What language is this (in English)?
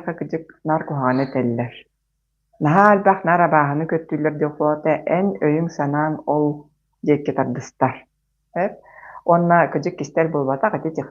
Yakut